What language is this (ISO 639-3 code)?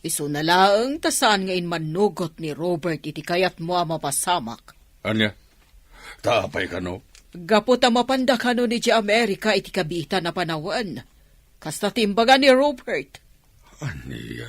ilo